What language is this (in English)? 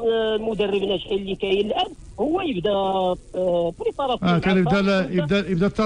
Moroccan Arabic